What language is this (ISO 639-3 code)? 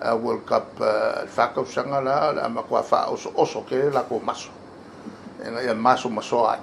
smo